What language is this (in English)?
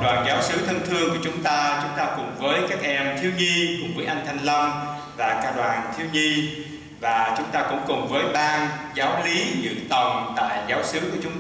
Vietnamese